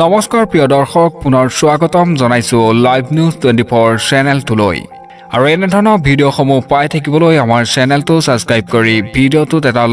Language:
Assamese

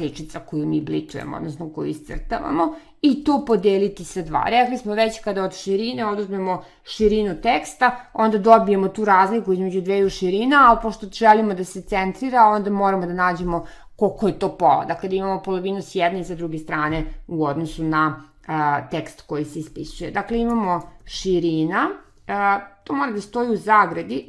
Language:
Serbian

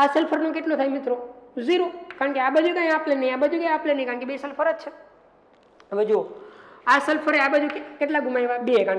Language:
Gujarati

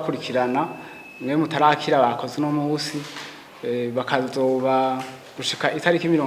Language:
Rundi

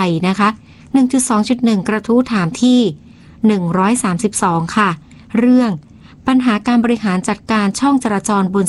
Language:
Thai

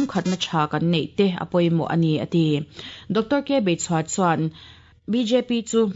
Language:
Mizo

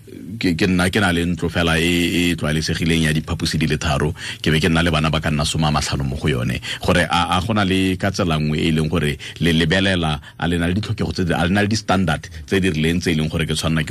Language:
Tswana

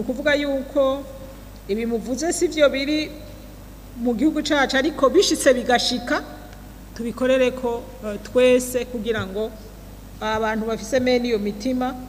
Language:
Rundi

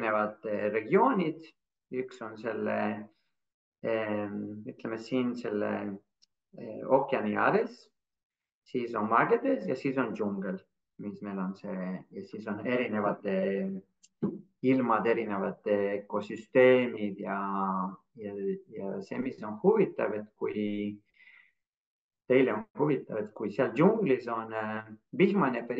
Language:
Estonian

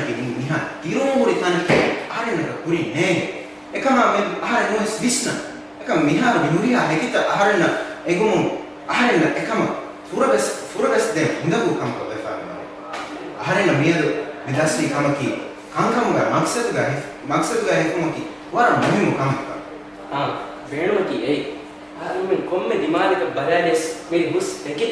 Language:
Divehi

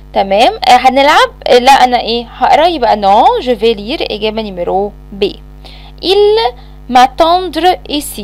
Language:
Egyptian Arabic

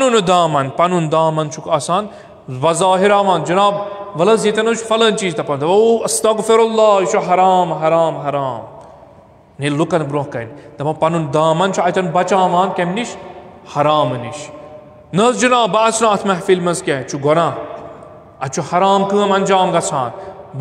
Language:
Kashmiri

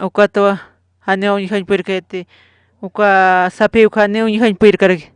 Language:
Aymara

